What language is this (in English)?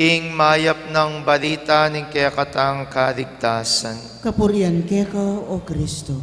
Pampanga